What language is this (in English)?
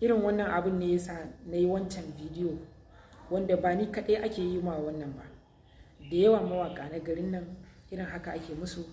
Hausa